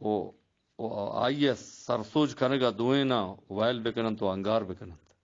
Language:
Eastern Balochi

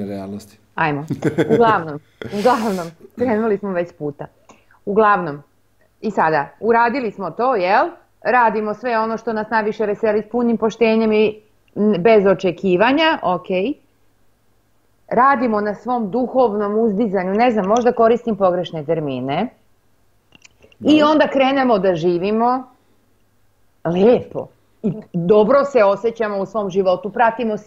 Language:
Croatian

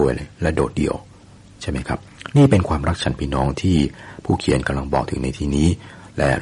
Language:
Thai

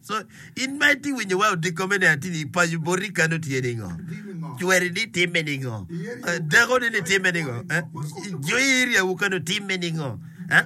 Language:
Acoli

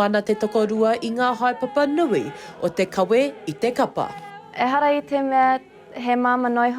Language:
Māori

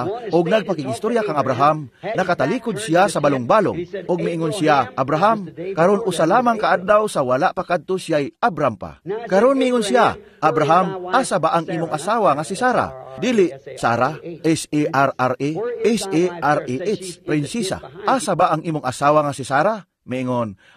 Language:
Cebuano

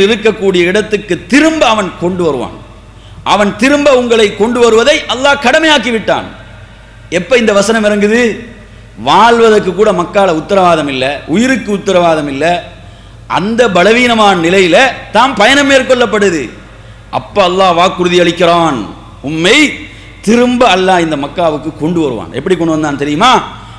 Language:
Tamil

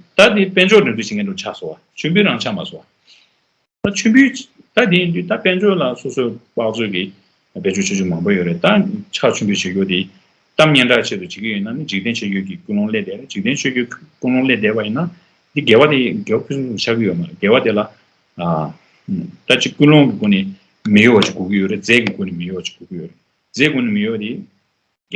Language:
Tibetan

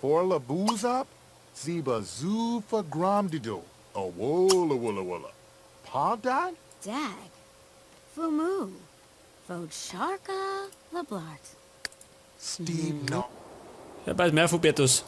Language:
Bavarian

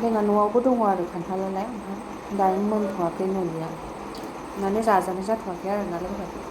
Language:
Bodo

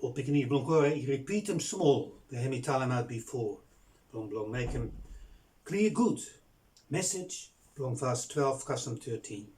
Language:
Bislama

